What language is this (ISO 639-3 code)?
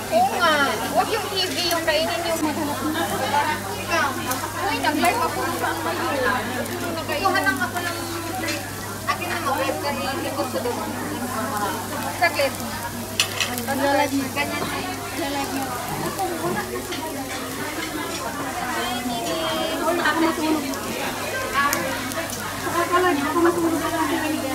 fil